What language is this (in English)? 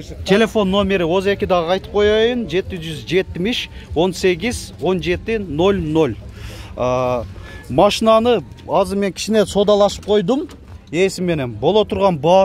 Kyrgyz